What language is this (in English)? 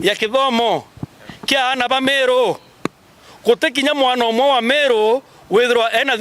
Meru